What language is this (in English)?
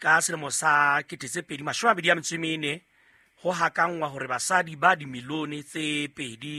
Southern Sotho